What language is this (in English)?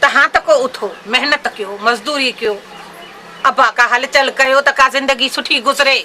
Sindhi